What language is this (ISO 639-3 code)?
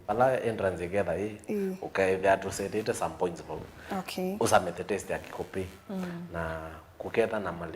kam